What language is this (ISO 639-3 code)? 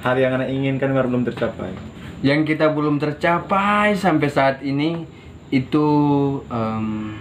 xmm